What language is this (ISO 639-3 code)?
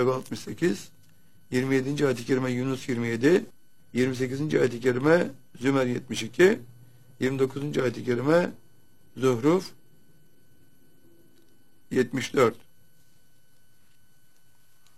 tur